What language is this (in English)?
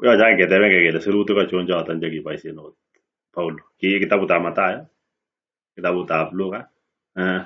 Kalenjin